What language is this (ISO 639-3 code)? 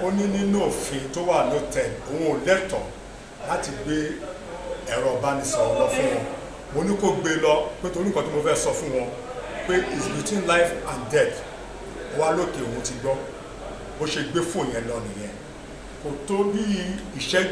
yor